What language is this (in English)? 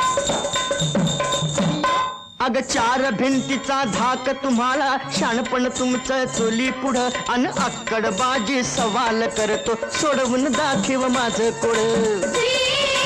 Marathi